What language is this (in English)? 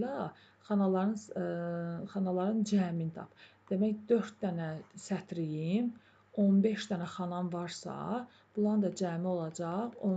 Azerbaijani